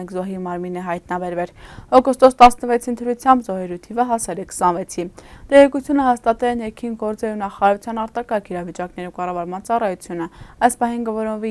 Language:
Armenian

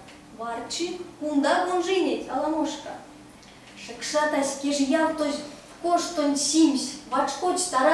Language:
Erzya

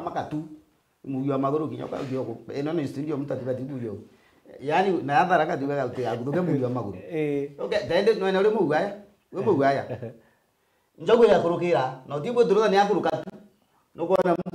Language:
Meru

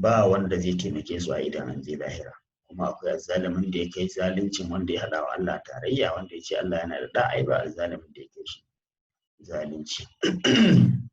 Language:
Hausa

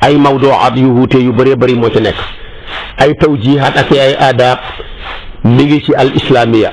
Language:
Wolof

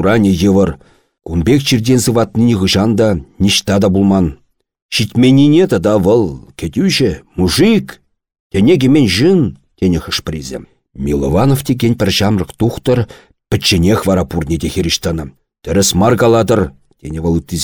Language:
Chuvash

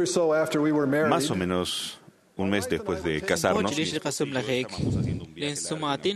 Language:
Kekchí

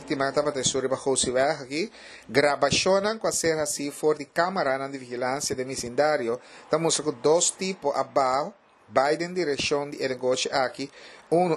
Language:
Papiamento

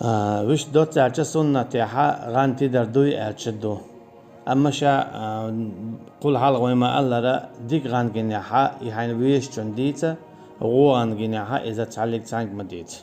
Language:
Chechen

